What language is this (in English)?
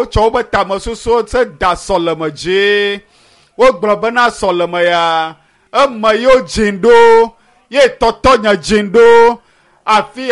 Ewe